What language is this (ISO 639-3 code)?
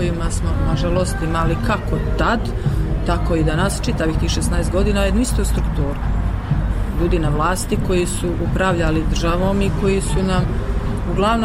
srp